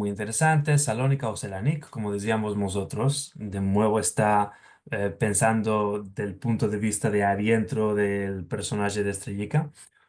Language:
Ladino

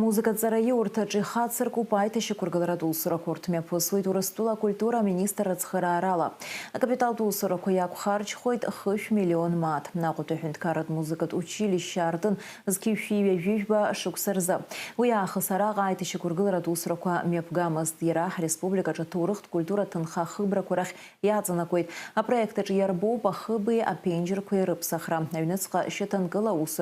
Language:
Abkhazian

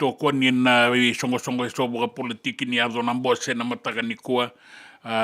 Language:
Fijian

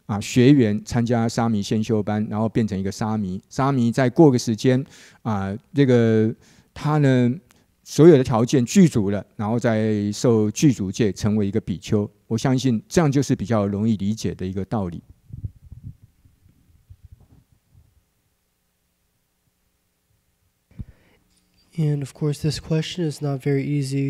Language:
Chinese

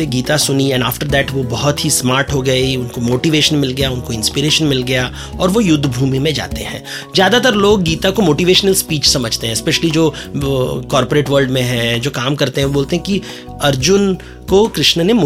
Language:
Hindi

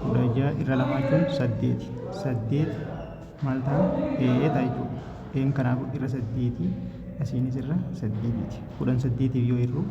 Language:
Oromo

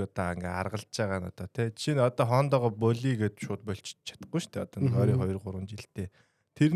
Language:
Mongolian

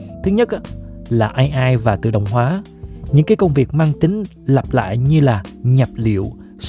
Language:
Vietnamese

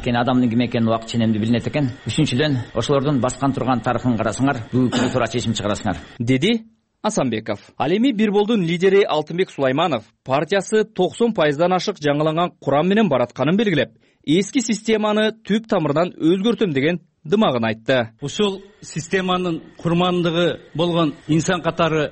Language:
Kyrgyz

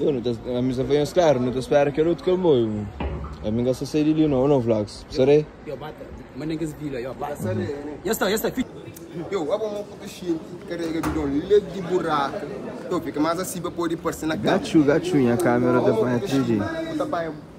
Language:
Kabuverdianu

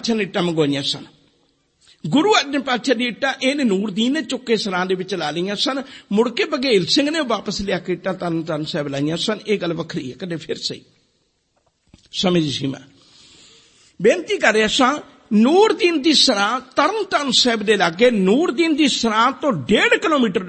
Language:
Punjabi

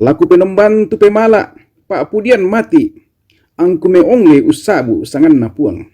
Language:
Toraja-Sa'dan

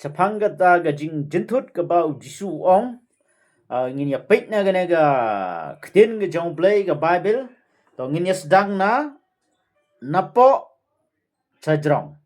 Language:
Khasi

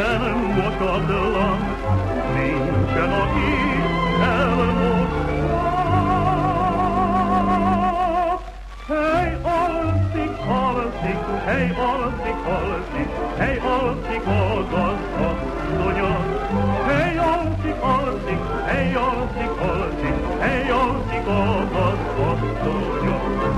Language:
Hungarian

